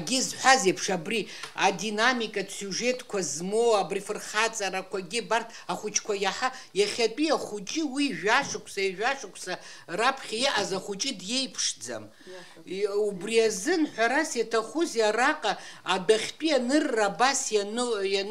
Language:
Abkhazian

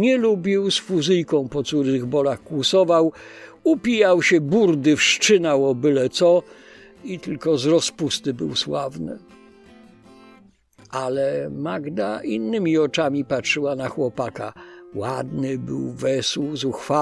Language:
Polish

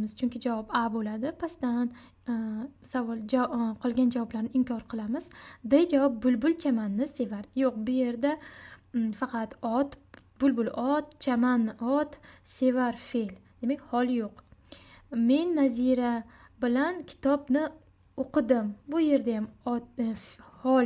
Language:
Uzbek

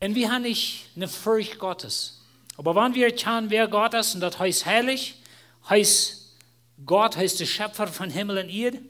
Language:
Plautdietsch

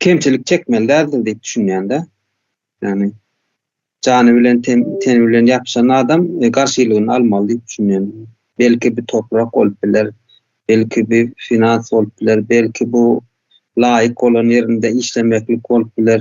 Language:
Turkmen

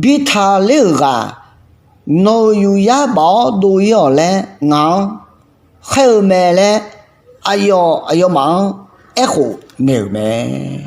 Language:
Akha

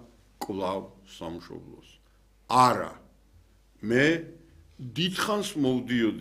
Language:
Georgian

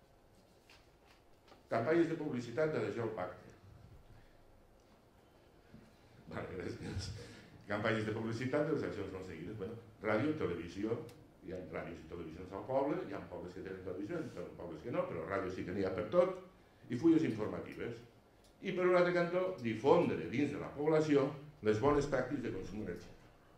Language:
Catalan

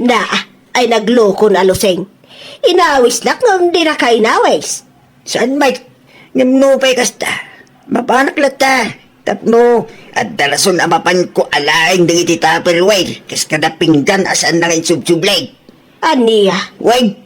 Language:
Iloko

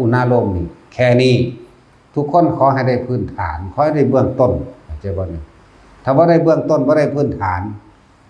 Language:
Northeastern Thai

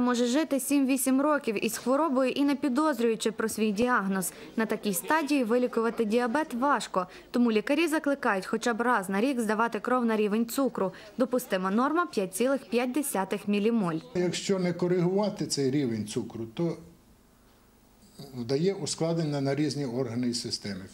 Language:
Ukrainian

